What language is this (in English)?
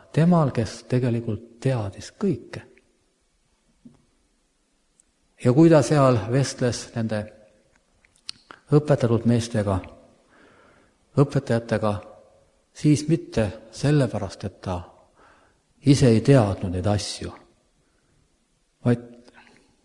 Estonian